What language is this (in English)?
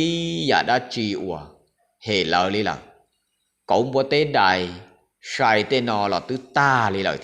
Hmong